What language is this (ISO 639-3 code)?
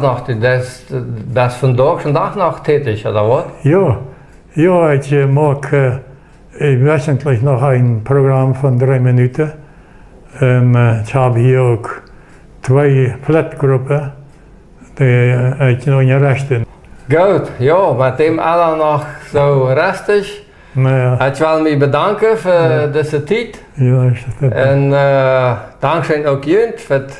pdt